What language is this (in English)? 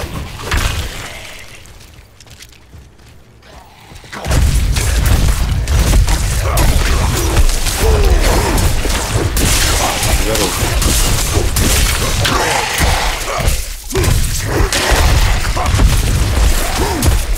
Turkish